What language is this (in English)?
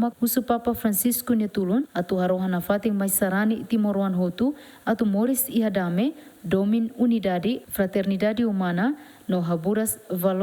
Tetum